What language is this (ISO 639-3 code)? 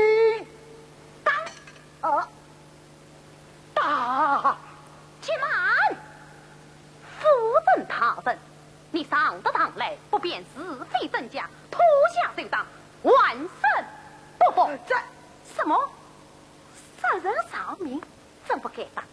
wuu